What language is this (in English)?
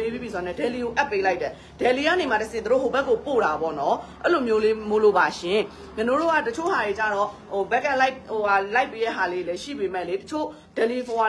Burmese